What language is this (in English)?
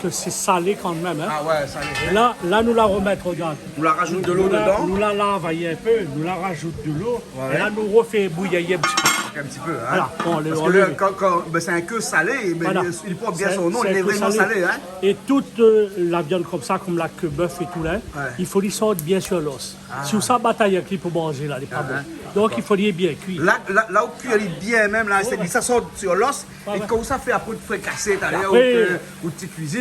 Réunion Creole French